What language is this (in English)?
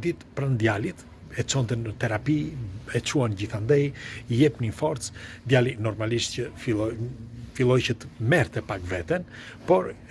Albanian